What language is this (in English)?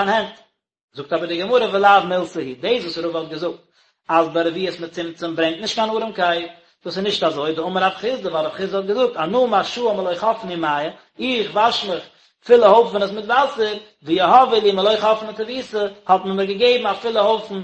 Yiddish